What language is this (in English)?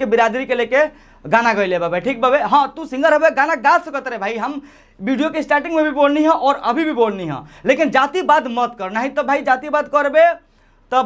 Bhojpuri